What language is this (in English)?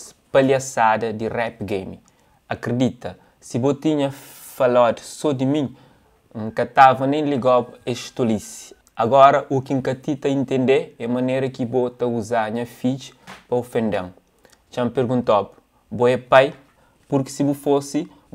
Kabuverdianu